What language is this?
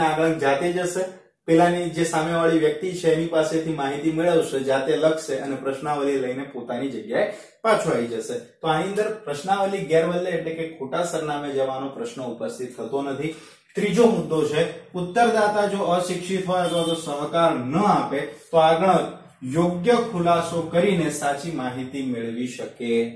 Gujarati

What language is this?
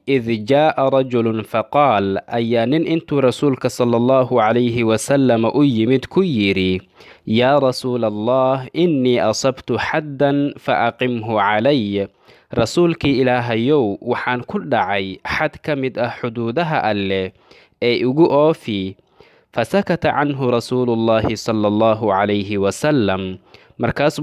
Somali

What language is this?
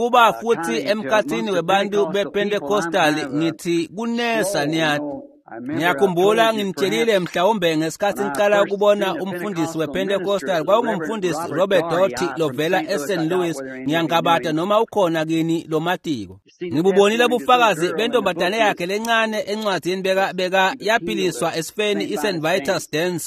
Swati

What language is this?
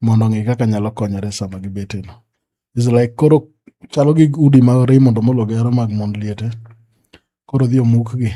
Luo (Kenya and Tanzania)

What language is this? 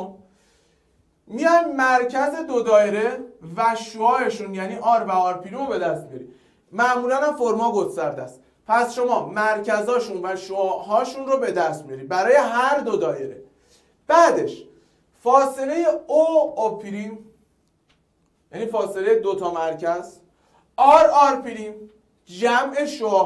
Persian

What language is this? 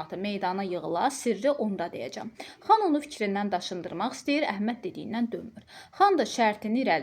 Azerbaijani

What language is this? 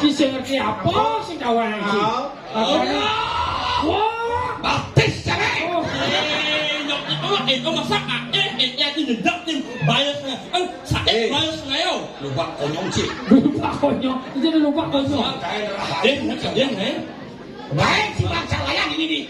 Balinese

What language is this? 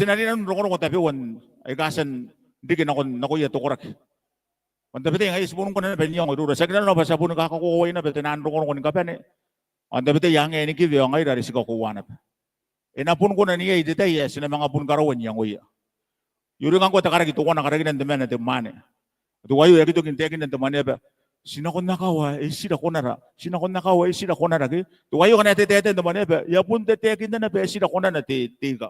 Gilbertese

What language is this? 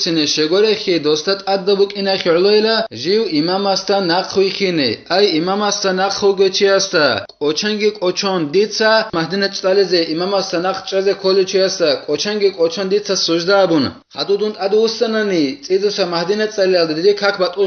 Avaric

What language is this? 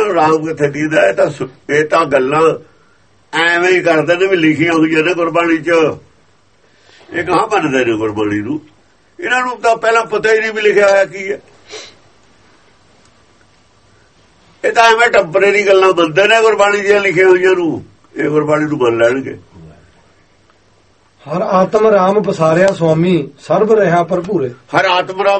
Punjabi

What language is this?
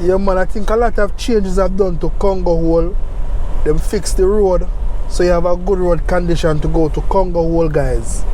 Jamaican Creole English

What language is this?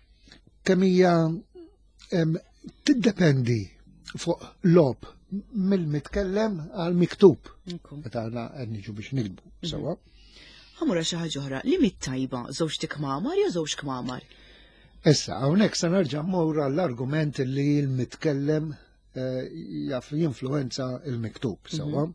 Maltese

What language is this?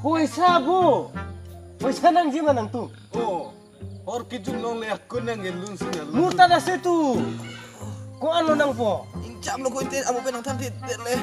Karbi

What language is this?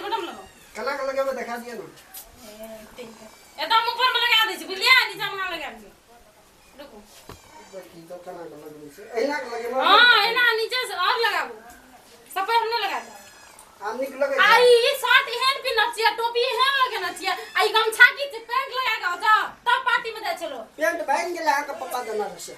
Maithili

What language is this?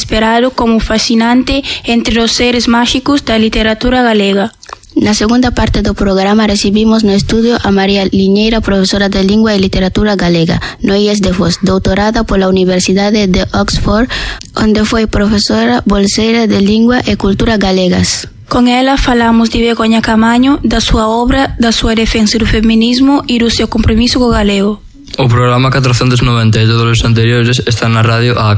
Galician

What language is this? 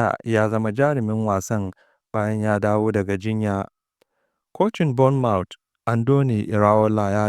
Hausa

